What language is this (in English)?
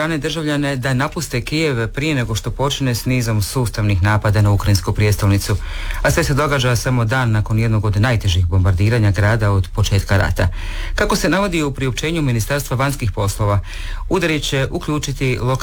Croatian